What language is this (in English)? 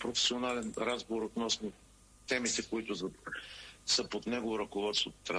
Bulgarian